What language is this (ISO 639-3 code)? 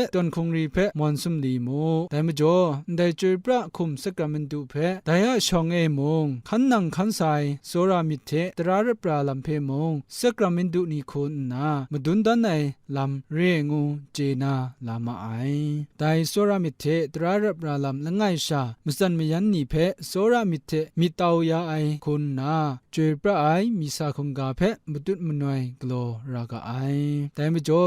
kac